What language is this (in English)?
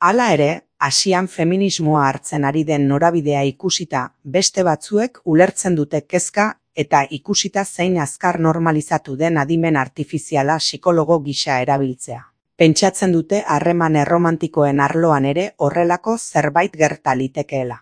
Basque